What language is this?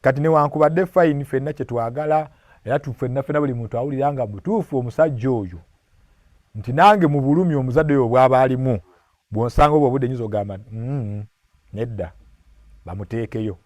Ganda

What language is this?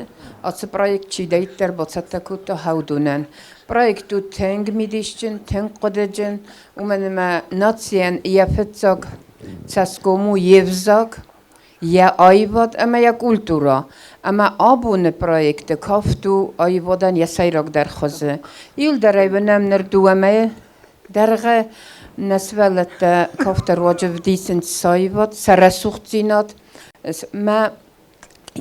Ossetic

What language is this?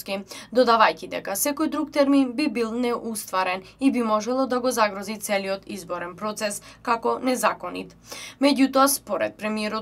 Macedonian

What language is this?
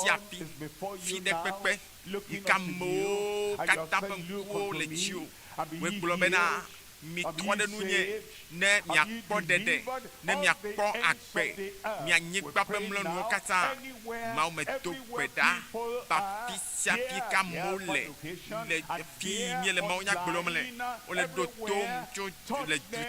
Ewe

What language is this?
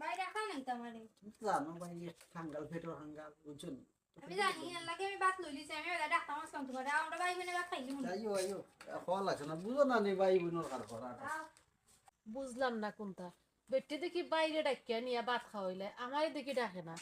Sylheti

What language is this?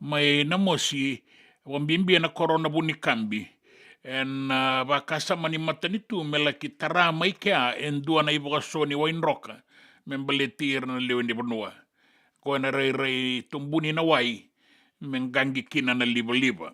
Fijian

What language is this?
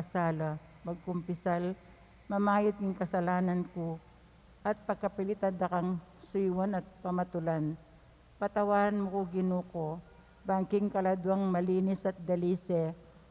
Pampanga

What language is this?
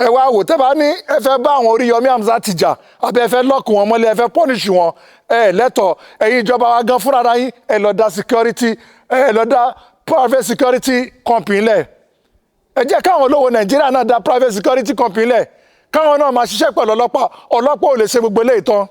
Yoruba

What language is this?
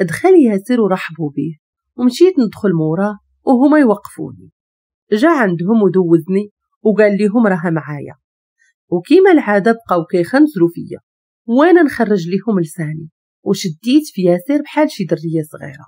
Moroccan Arabic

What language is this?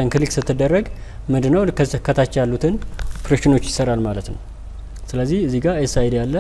Amharic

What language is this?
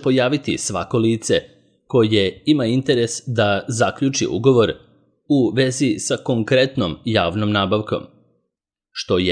Serbian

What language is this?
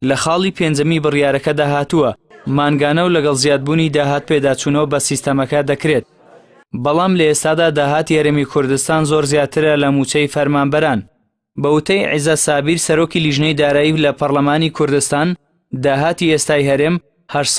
Central Kurdish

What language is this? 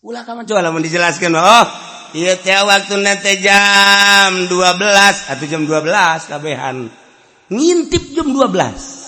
Sundanese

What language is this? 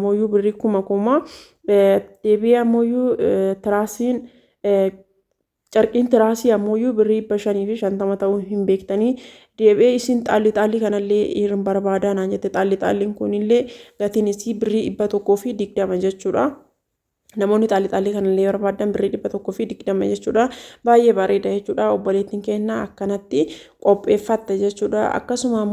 Oromo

